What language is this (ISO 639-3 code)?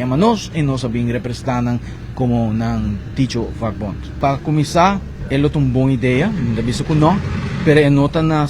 pap